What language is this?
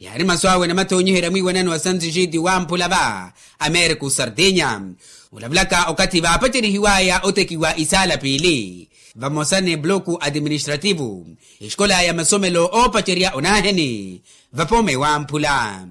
Makhuwa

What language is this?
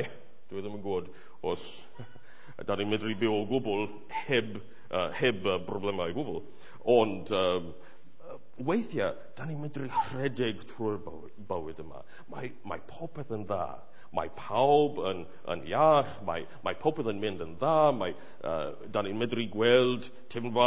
Welsh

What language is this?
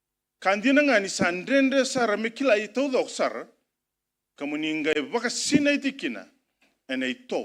Fijian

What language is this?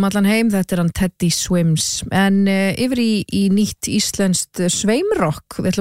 Icelandic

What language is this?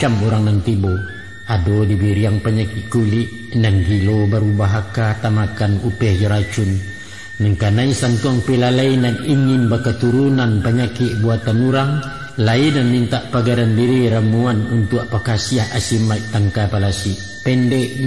Minangkabau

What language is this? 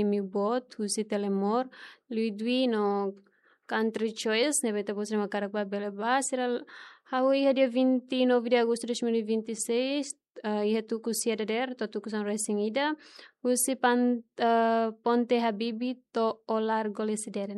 Tetum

